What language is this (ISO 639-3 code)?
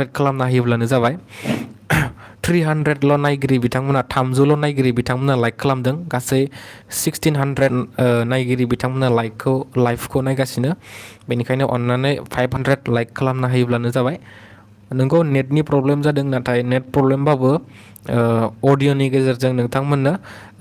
brx